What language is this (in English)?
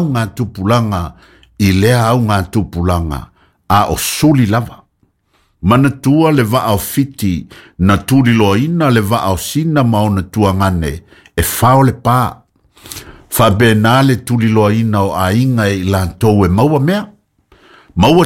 Samoan